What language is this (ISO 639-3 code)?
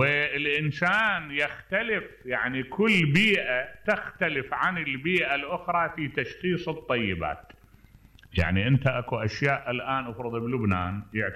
acm